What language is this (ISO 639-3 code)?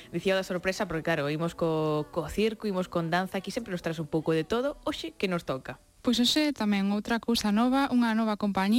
glg